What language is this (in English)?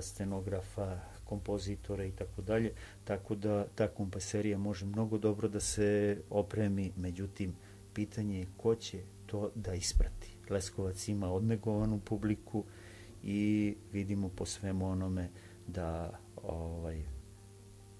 Serbian